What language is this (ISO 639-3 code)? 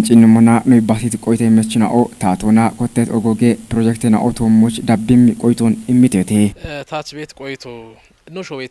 kbr